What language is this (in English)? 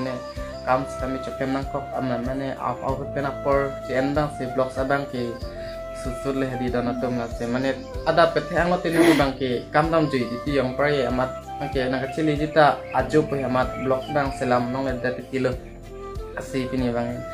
Karbi